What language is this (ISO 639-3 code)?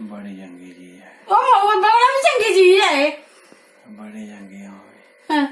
doi